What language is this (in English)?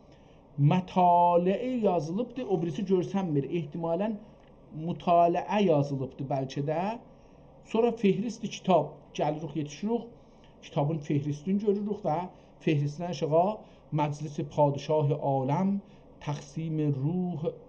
South Azerbaijani